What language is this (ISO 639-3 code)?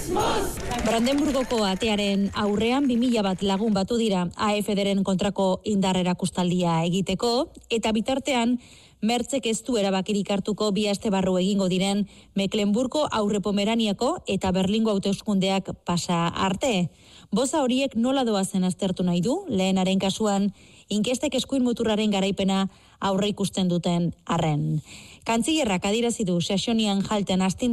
eus